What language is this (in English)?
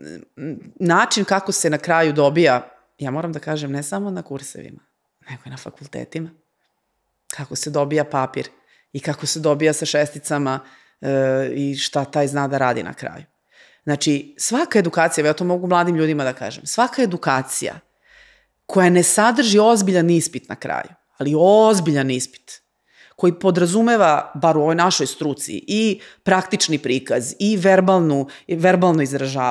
Serbian